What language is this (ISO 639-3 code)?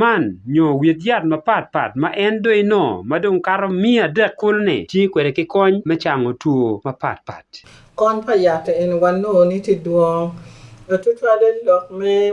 ach